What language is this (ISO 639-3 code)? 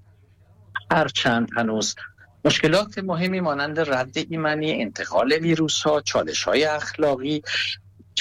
fas